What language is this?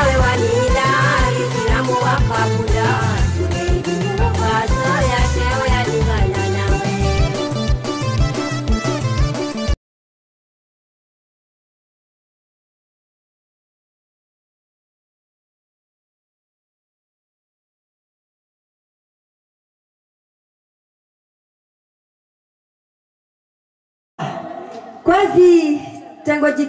Swahili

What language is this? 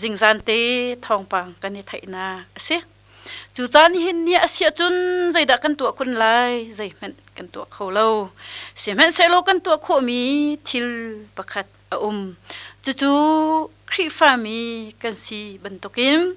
Hakha Chin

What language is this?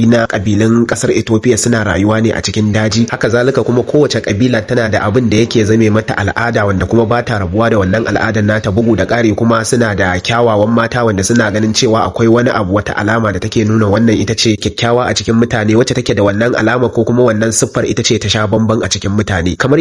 Hausa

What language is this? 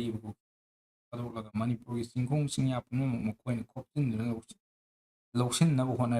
Manipuri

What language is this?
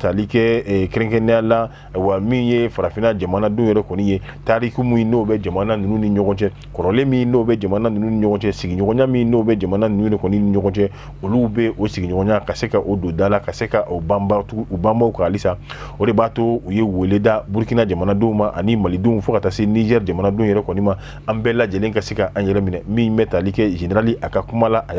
Bambara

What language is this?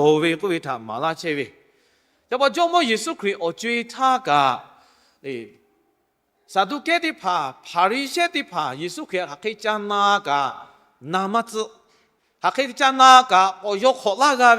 Lahu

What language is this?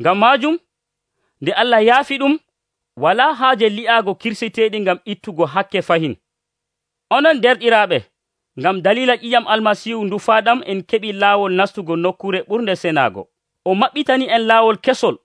Nigerian Fulfulde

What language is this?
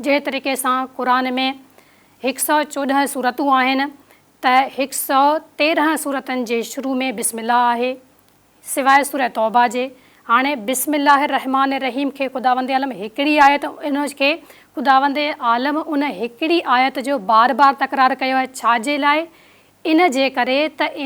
Sindhi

